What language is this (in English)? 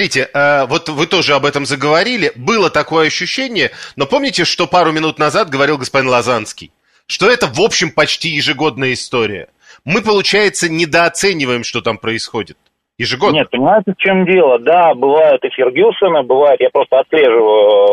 Russian